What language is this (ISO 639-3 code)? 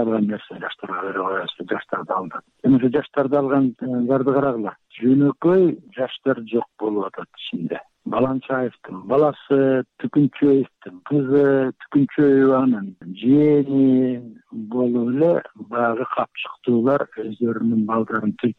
kir